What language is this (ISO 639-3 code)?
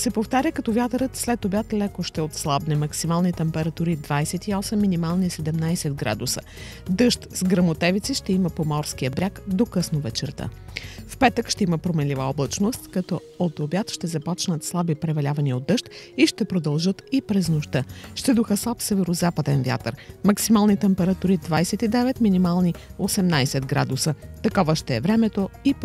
bul